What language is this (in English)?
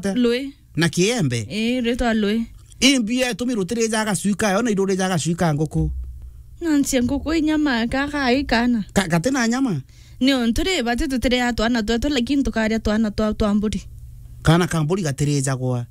Meru